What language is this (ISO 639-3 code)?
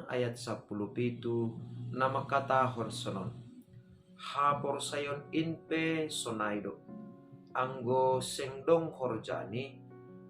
bts